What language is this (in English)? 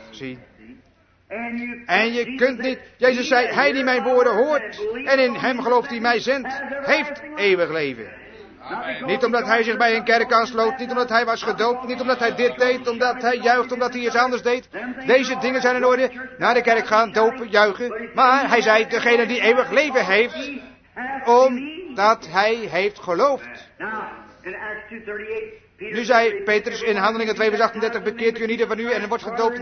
Dutch